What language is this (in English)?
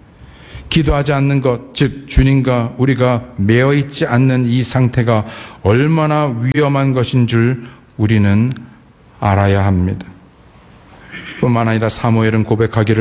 Korean